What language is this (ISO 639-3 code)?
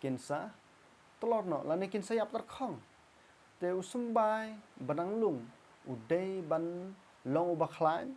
kha